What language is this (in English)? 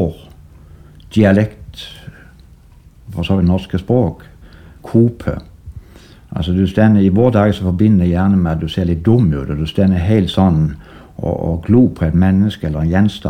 Norwegian